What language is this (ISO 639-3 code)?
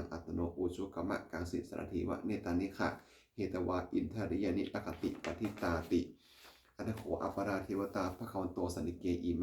pli